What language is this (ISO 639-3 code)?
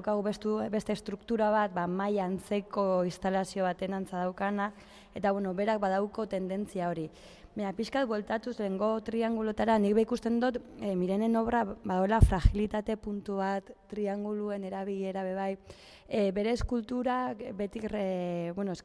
eus